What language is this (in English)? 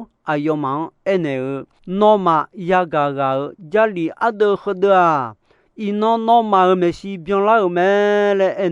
Akha